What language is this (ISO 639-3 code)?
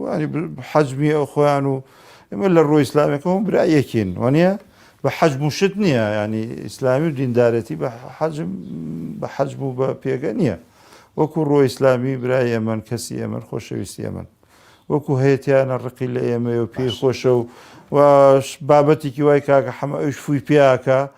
ckb